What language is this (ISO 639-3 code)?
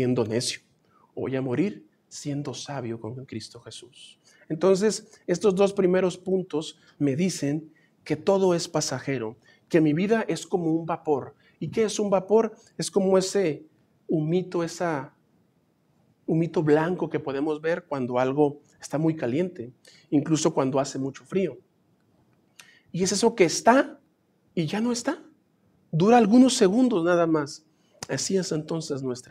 spa